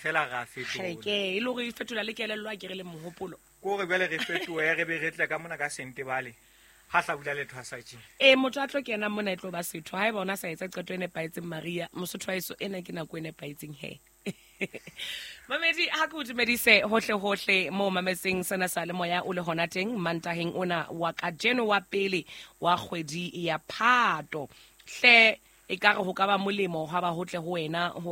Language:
Southern Sotho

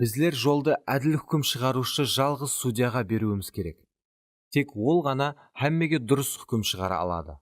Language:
Kara-Kalpak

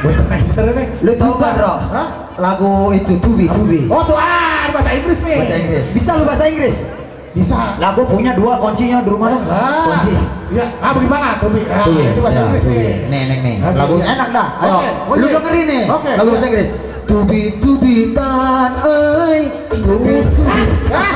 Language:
Betawi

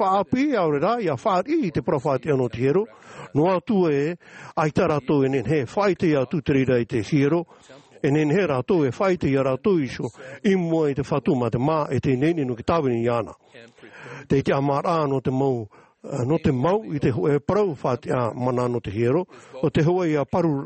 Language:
Tahitian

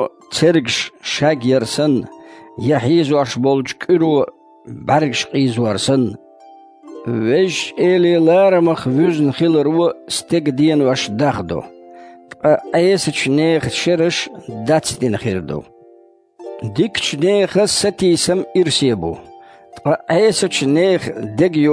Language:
Chechen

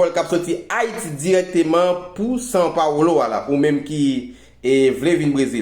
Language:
Haitian Creole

